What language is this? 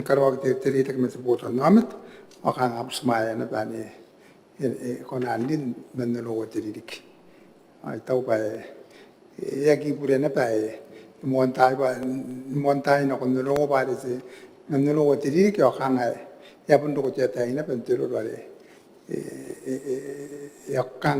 Gilbertese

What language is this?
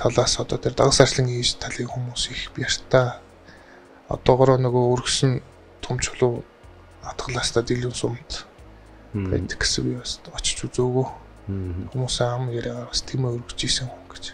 Mongolian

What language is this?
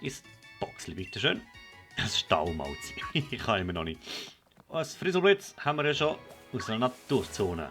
Swiss German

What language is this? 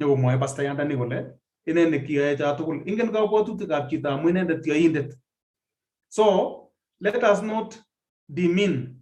Kalenjin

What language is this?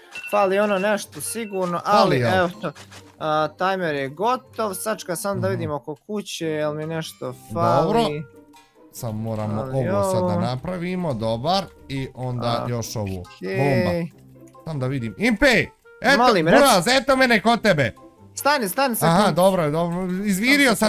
Bosnian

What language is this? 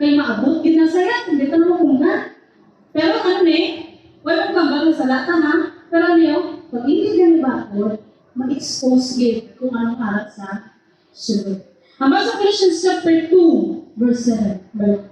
Hiligaynon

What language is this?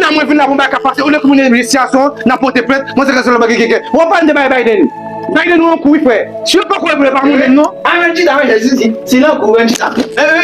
Haitian Creole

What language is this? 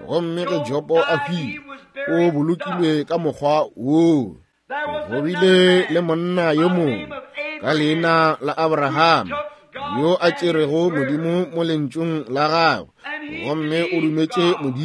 Northern Sotho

